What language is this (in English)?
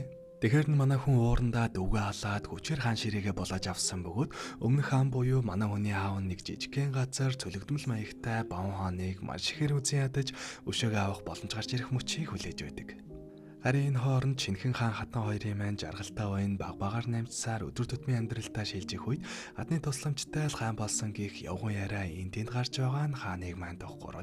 Mongolian